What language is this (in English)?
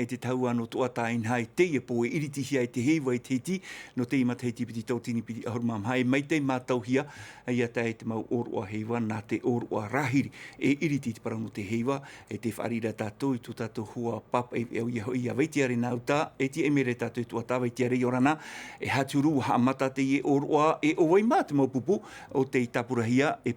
Tahitian